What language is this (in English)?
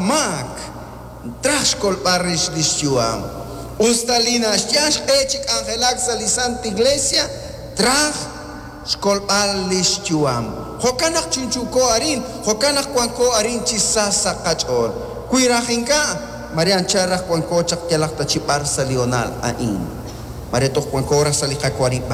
Kekchí